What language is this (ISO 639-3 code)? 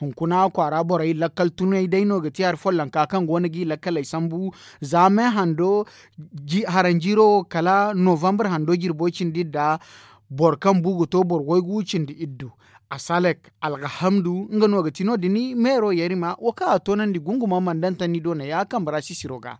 dje